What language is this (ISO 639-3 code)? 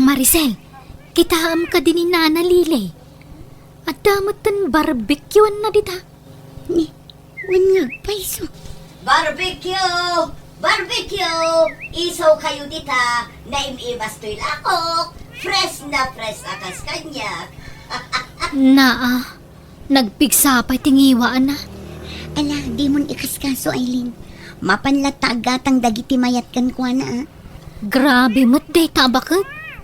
ilo